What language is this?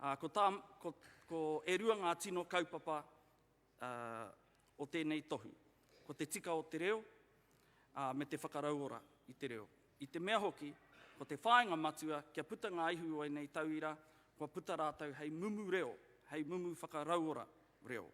Māori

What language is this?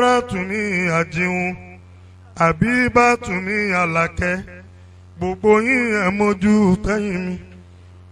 Yoruba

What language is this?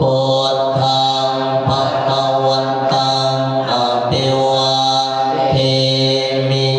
Pali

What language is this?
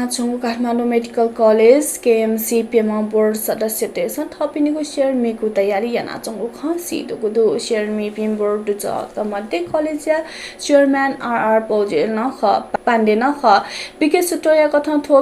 Newari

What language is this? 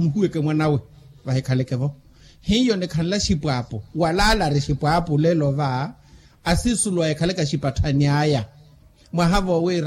Makhuwa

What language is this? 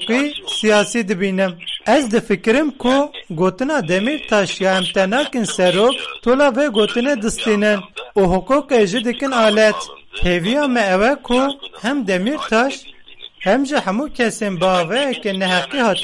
Kurdish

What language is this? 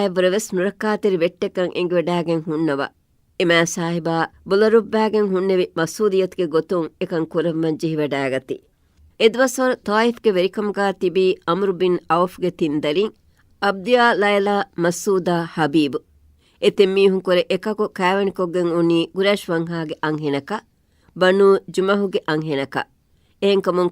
Divehi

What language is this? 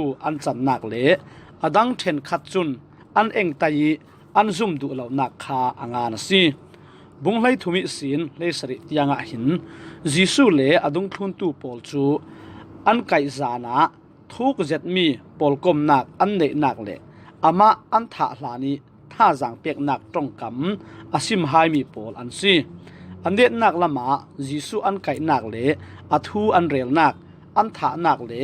Falam Chin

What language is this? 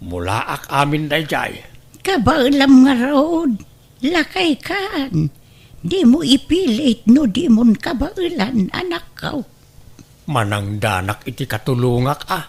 Iloko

